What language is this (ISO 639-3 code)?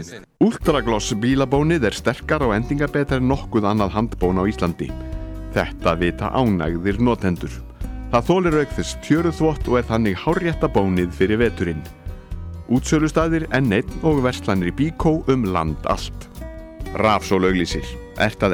isl